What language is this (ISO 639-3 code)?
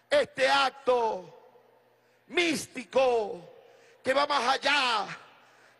spa